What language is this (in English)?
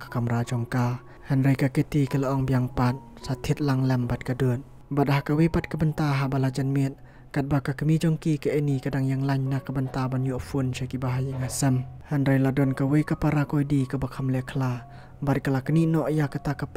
Khasi